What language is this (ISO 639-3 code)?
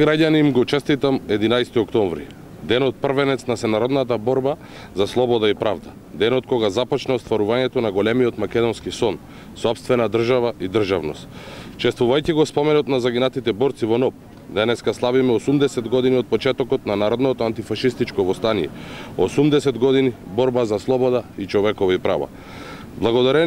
mkd